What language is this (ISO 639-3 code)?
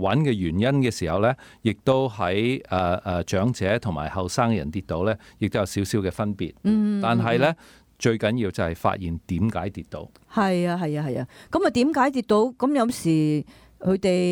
yue